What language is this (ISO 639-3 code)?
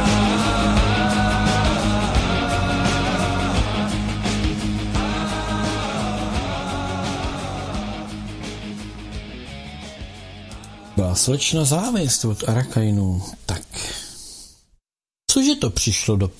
ces